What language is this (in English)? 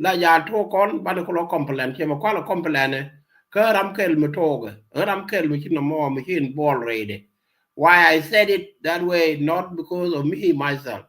Nuer